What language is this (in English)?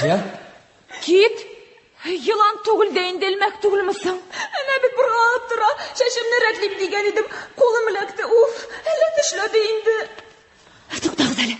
Tatar